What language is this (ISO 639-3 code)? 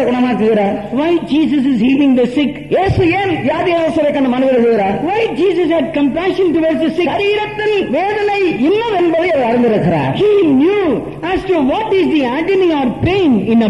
tam